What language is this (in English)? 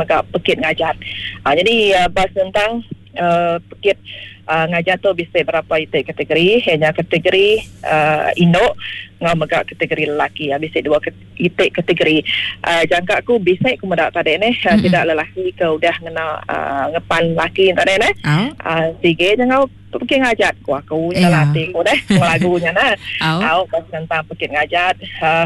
Iban